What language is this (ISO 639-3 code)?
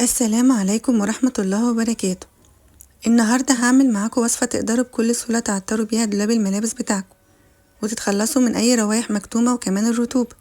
arz